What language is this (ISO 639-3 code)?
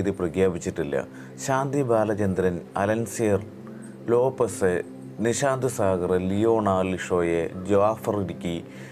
mal